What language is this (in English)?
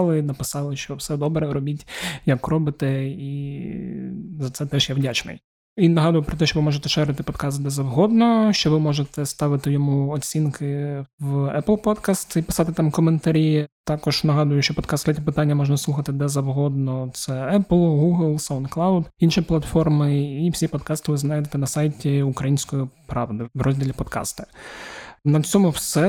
Ukrainian